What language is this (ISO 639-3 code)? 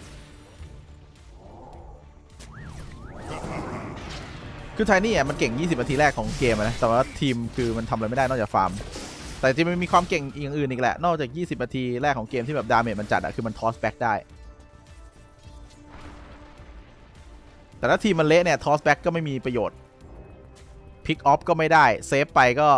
tha